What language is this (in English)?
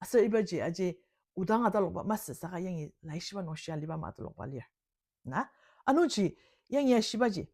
Ao Naga